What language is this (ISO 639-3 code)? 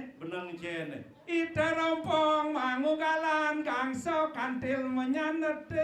ban